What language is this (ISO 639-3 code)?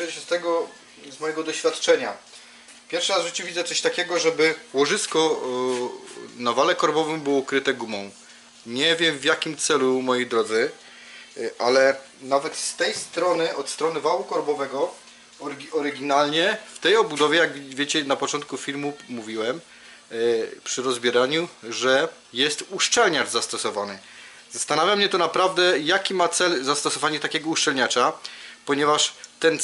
pol